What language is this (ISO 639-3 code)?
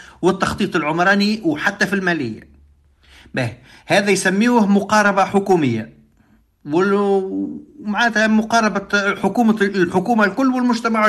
aeb